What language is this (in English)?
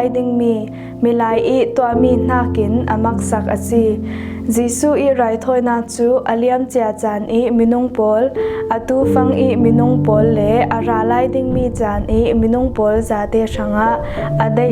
Falam Chin